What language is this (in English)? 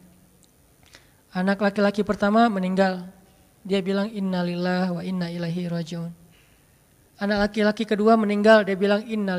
Indonesian